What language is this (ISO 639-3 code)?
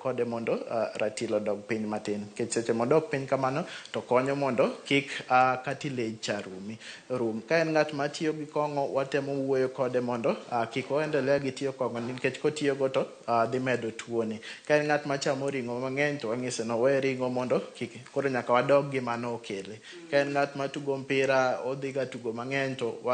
luo